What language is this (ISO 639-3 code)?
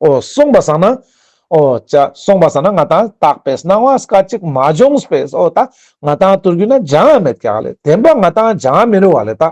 lbj